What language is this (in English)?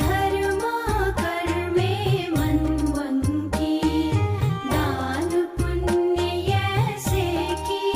Newari